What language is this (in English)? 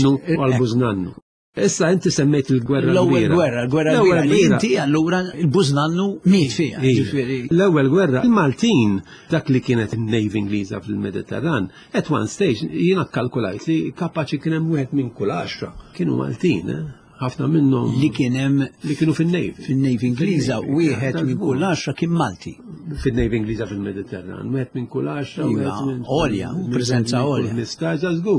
Maltese